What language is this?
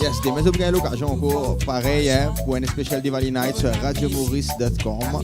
Morisyen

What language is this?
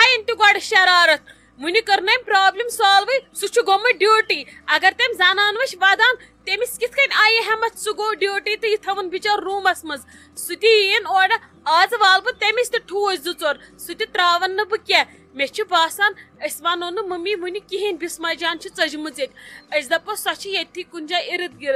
Kashmiri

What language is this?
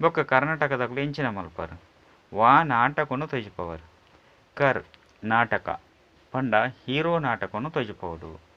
Tulu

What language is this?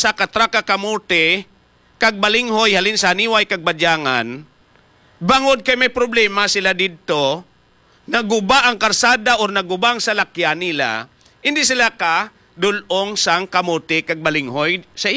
Hiligaynon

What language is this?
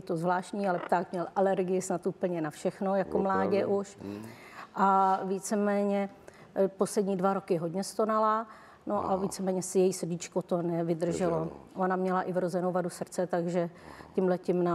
Czech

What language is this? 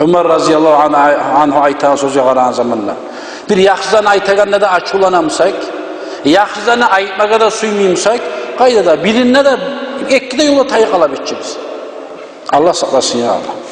Kumyk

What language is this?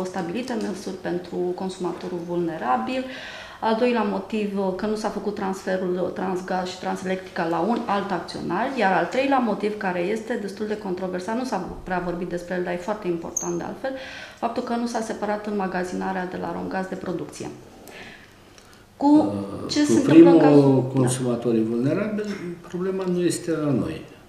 Romanian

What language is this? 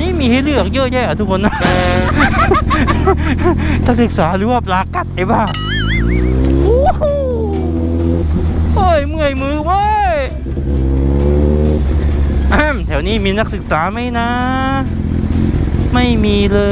Thai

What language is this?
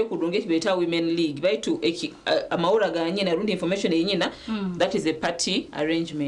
Nyankole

